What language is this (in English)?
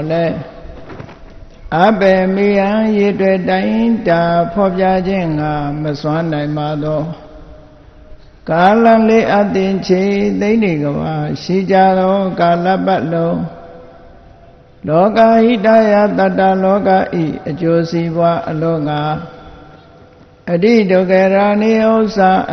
Burmese